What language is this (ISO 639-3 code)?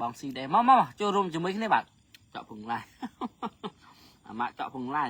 khm